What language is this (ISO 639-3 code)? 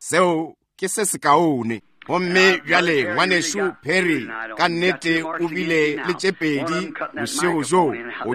nso